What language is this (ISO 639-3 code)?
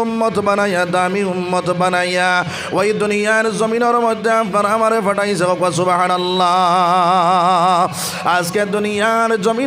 syl